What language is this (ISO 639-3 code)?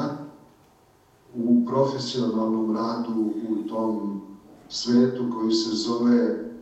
srp